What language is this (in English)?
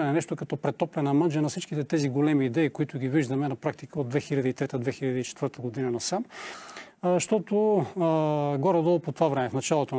Bulgarian